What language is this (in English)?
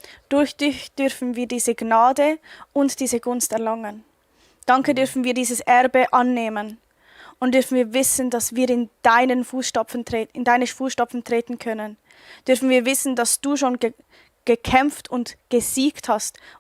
Swiss German